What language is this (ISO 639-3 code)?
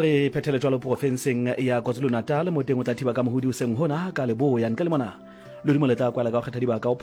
sot